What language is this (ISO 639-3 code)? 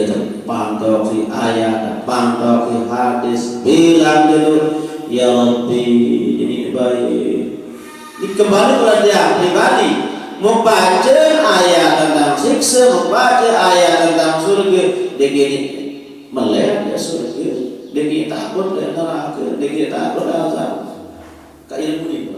sas